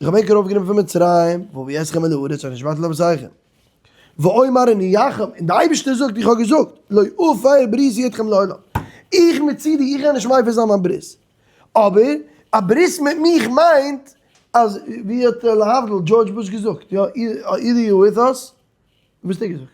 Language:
Yiddish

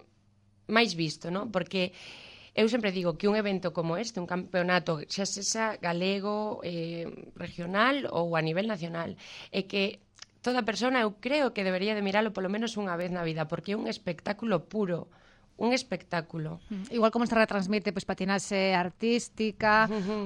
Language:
Galician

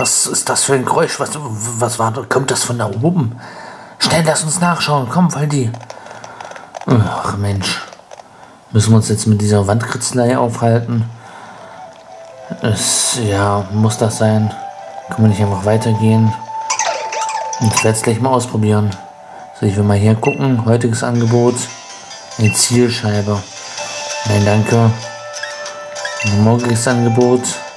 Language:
German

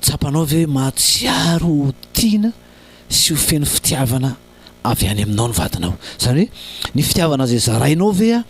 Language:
Malagasy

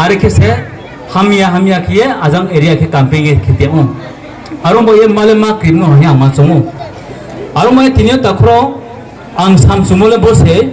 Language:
Riang (India)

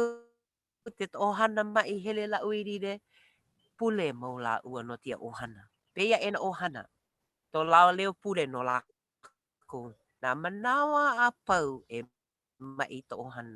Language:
Hawaiian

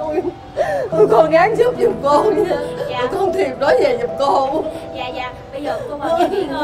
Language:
Vietnamese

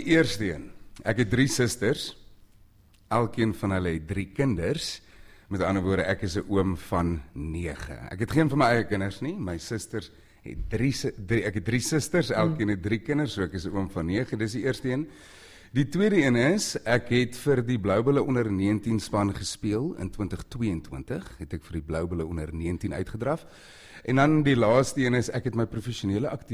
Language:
Afrikaans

